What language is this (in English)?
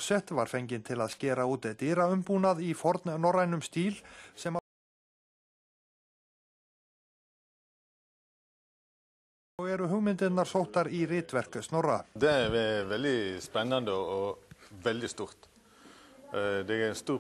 Icelandic